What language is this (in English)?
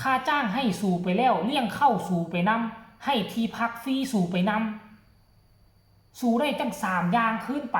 Northeastern Thai